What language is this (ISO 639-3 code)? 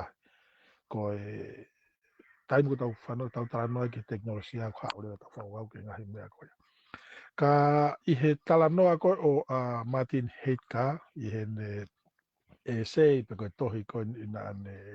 ton